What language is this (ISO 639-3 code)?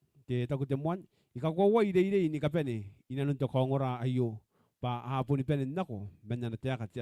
gil